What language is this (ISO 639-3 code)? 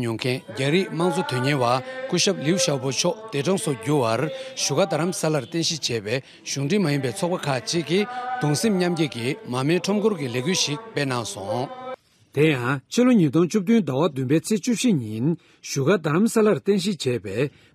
bod